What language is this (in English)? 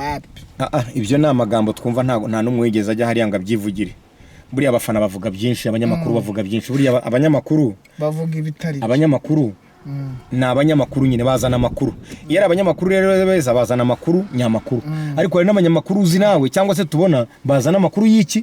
Kinyarwanda